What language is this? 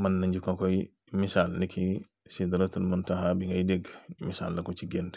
Wolof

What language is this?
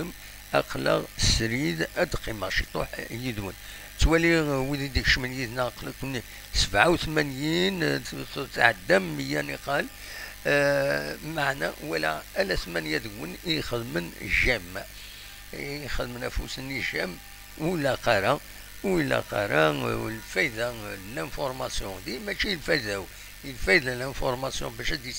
Kabyle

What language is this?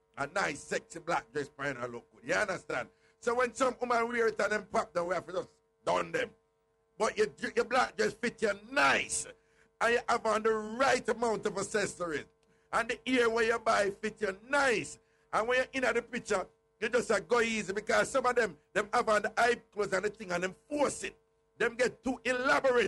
Jamaican Creole English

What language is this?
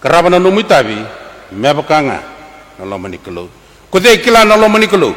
Fijian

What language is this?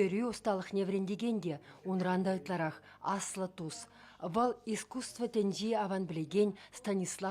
Chuvash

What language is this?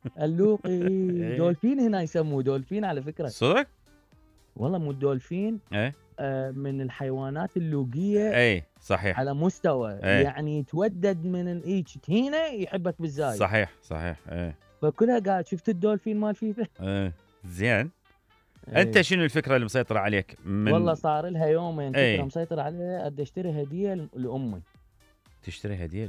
Mesopotamian Arabic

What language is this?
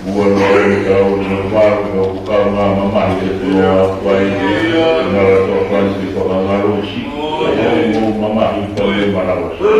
Tongan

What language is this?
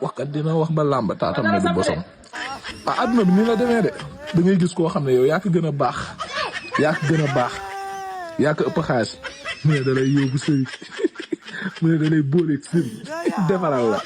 Wolof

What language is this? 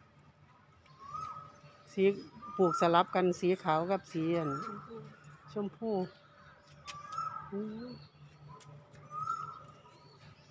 Thai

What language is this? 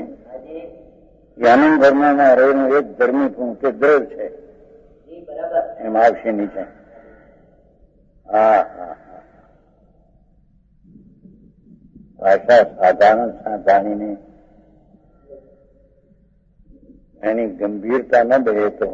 Gujarati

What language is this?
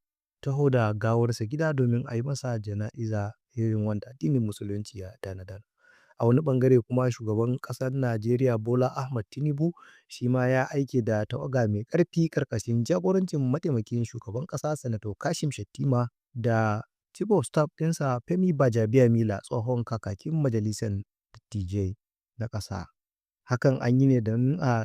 Hausa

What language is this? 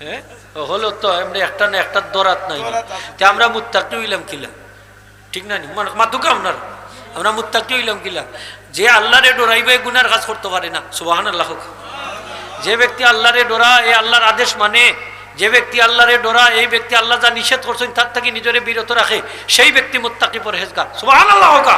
Sylheti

